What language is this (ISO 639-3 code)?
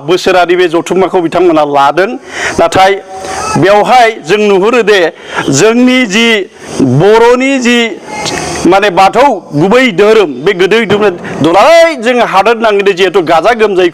brx